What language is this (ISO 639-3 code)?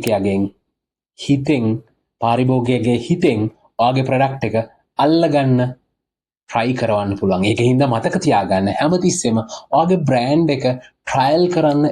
sin